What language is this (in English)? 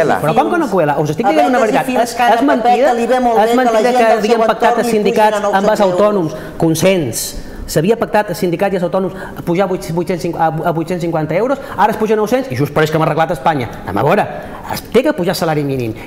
Catalan